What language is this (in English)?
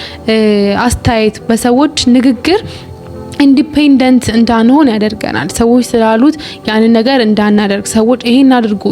Amharic